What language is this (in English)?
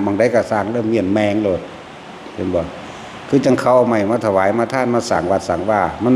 Northeastern Thai